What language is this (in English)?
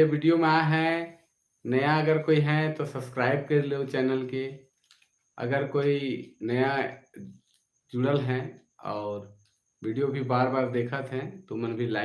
Sadri